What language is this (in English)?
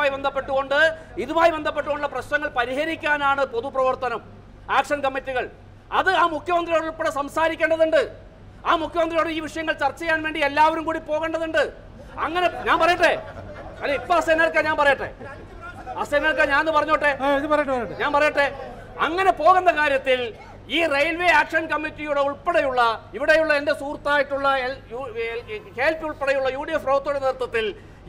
Malayalam